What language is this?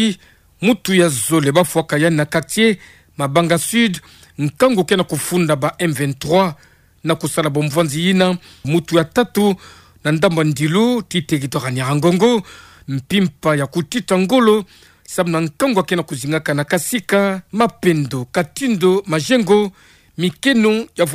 Kituba (Democratic Republic of Congo)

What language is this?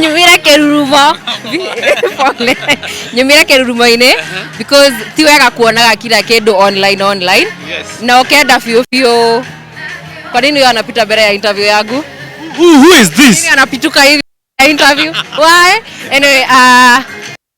Kikuyu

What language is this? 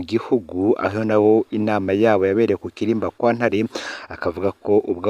Rundi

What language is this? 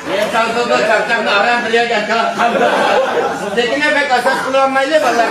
Uyghur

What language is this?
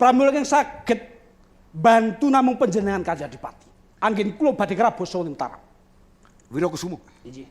Javanese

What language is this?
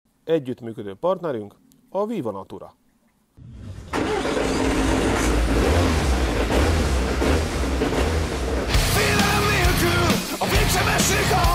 Hungarian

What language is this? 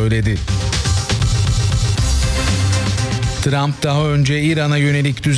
Turkish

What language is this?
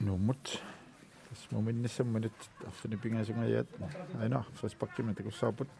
Kalaallisut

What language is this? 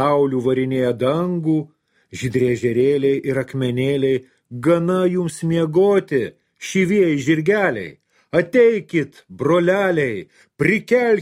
Lithuanian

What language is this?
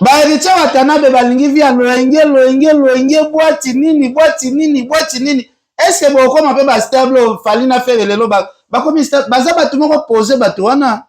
Lingala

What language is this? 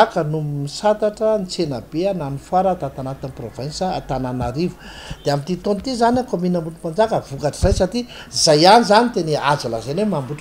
Malagasy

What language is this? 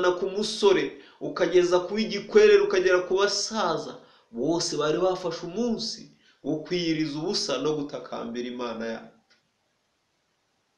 Kinyarwanda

